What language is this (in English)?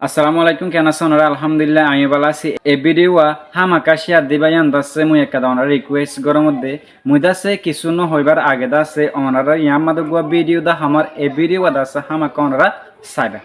Rohingya